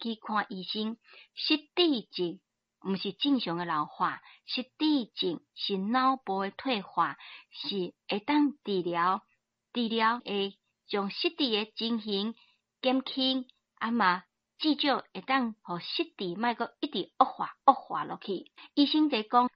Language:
Min Nan Chinese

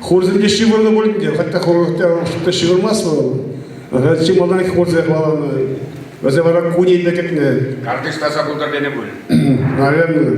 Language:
Chuvash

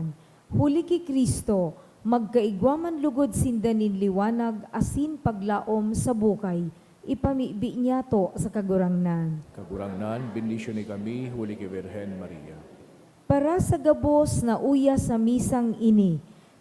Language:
Bikol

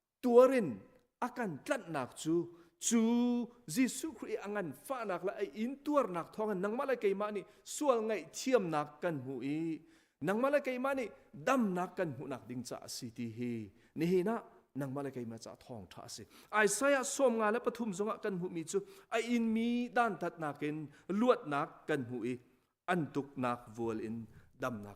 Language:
Hakha Chin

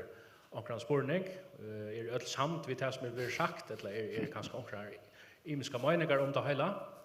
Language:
Faroese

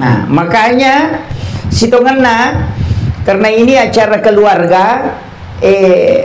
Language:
Buginese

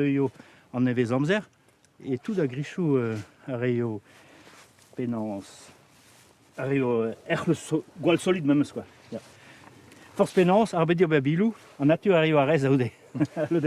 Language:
Breton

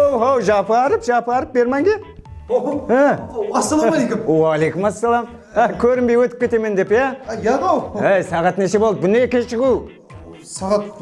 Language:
Kara-Kalpak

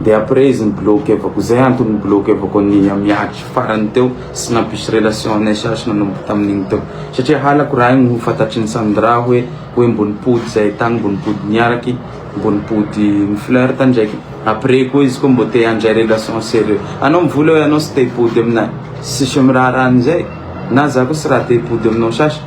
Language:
Malagasy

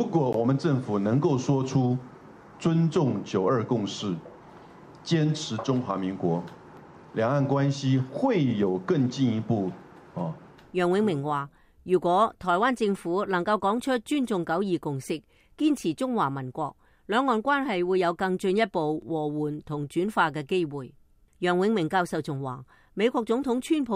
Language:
Cantonese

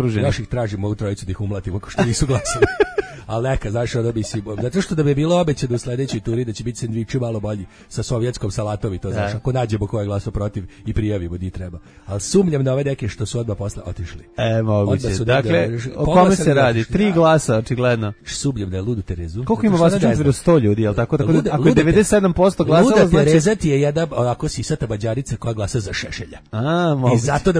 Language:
Serbian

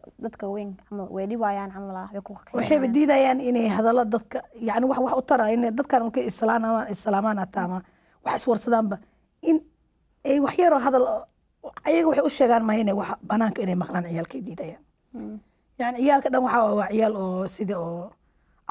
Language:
Somali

